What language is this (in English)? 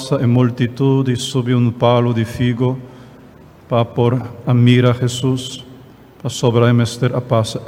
Papiamento